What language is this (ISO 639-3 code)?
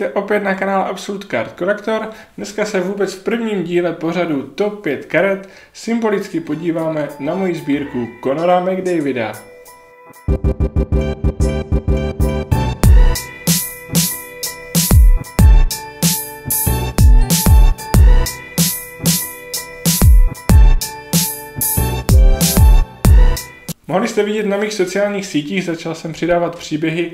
ces